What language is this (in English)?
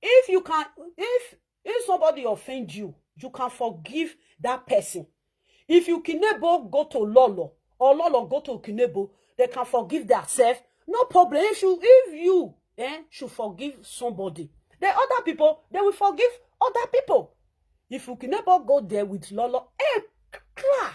Nigerian Pidgin